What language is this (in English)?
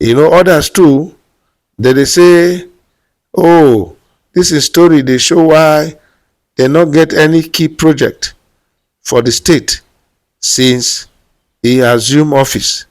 Nigerian Pidgin